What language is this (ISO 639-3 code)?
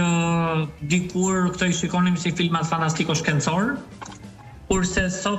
sqi